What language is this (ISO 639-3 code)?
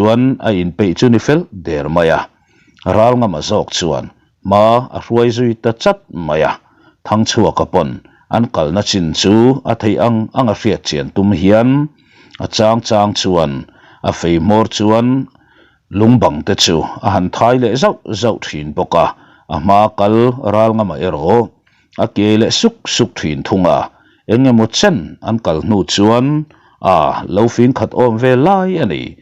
lus